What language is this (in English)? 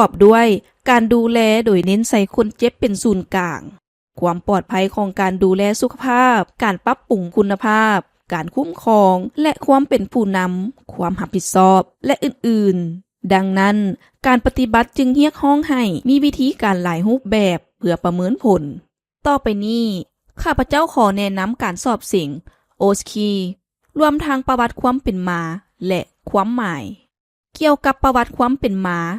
Lao